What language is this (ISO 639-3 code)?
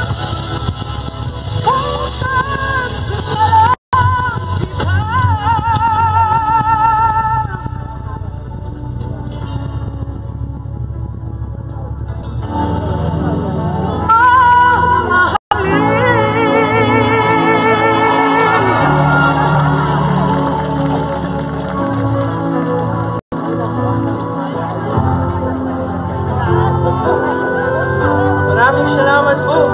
fil